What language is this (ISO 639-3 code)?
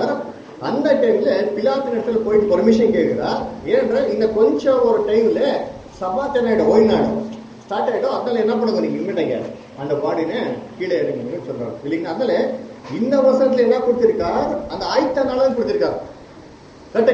tam